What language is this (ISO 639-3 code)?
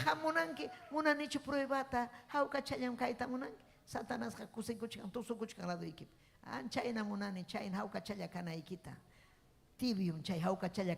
quy